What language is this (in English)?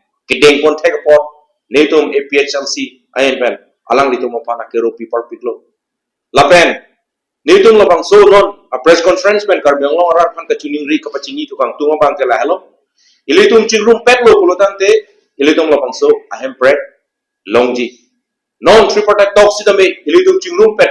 Karbi